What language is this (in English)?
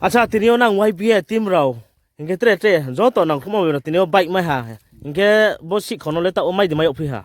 Riang (India)